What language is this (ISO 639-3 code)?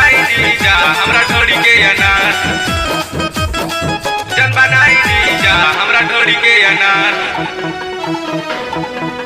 bho